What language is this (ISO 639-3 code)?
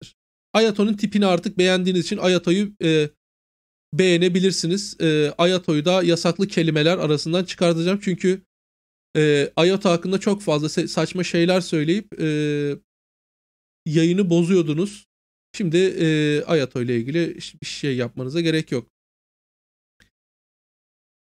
tur